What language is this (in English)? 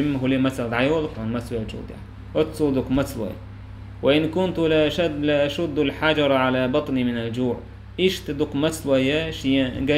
Chechen